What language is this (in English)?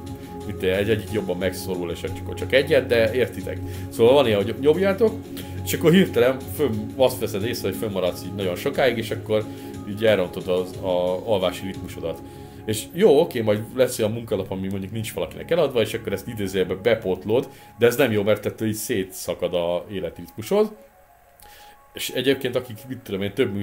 Hungarian